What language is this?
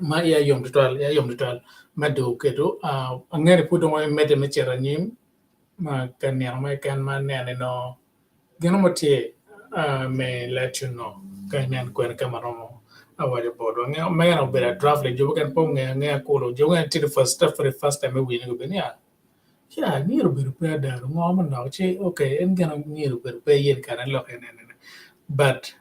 Acoli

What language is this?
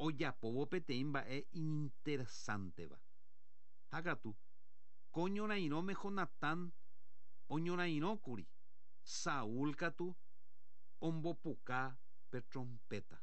Guarani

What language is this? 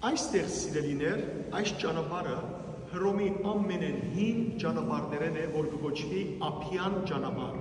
Western Armenian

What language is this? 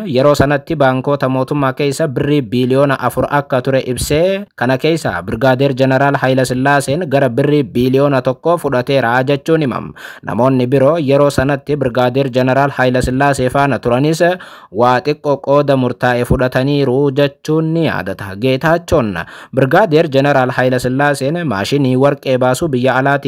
Oromo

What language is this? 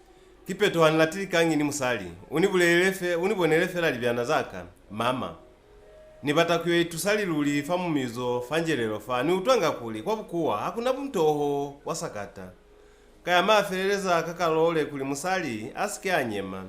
Lozi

